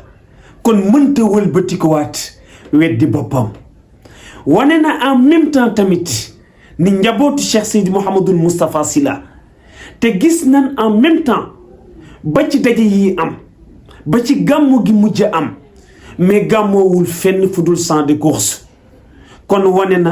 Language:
Wolof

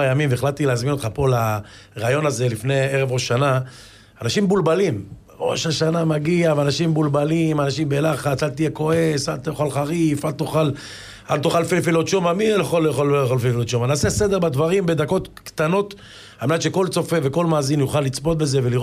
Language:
Hebrew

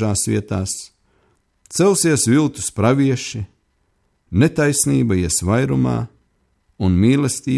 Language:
Latvian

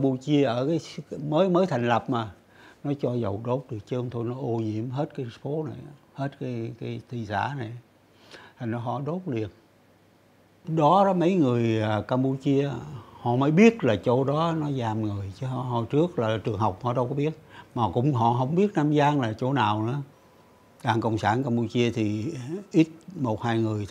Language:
Vietnamese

